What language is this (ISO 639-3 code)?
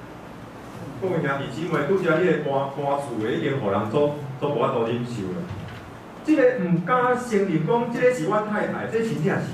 nan